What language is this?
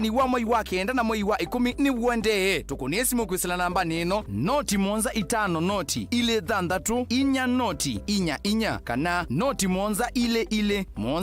Kamba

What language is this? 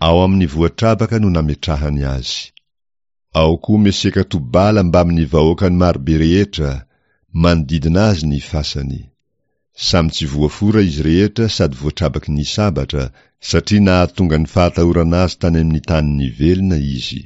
Malagasy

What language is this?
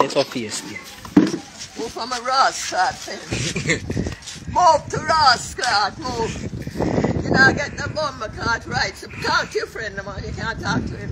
Jamaican Creole English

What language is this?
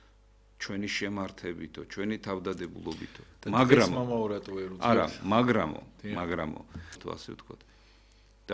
Georgian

